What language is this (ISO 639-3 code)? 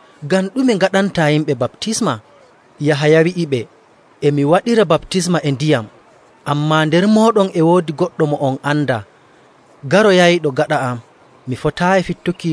fuv